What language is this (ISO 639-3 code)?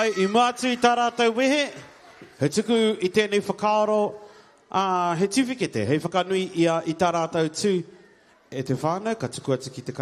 mri